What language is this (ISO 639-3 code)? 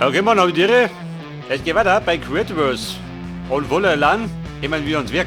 bar